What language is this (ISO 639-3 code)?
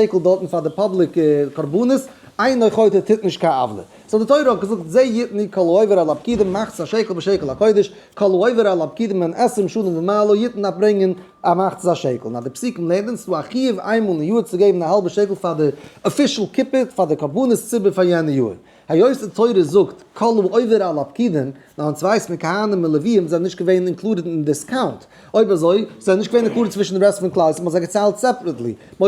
yid